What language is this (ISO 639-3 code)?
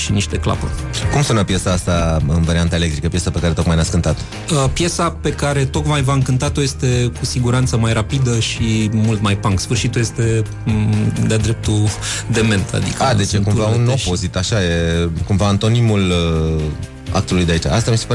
ron